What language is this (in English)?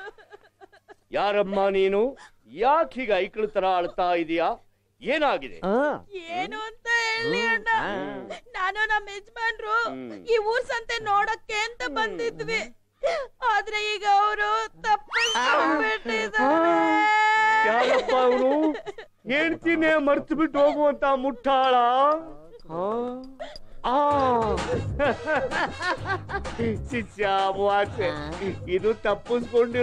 Kannada